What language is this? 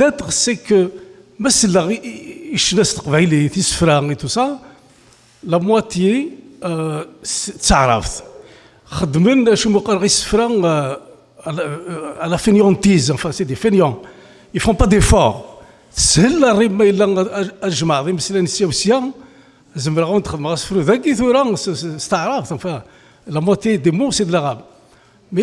Kabyle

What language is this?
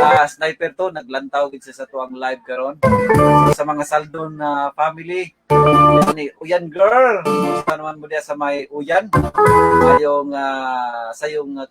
Cebuano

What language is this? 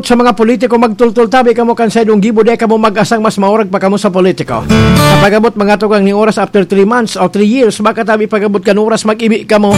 Bikol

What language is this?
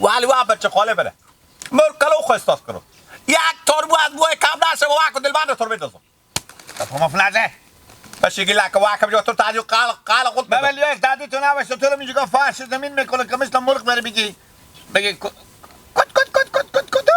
Persian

